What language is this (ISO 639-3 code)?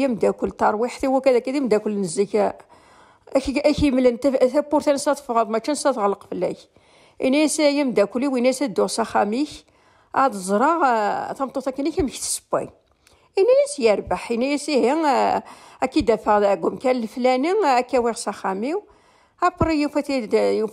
kab